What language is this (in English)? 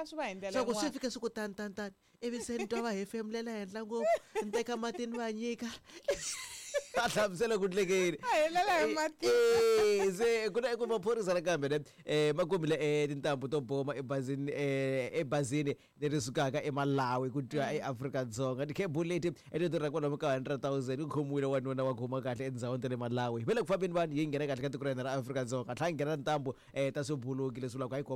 Tsonga